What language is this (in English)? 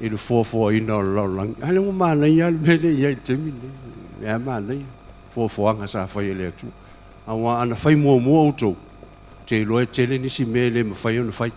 Samoan